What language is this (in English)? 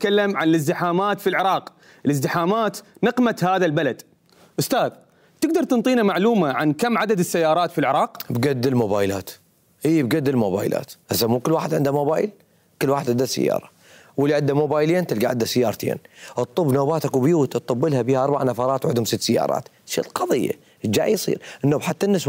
Mesopotamian Arabic